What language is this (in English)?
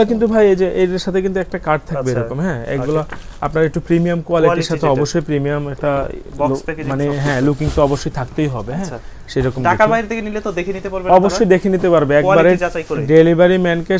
Bangla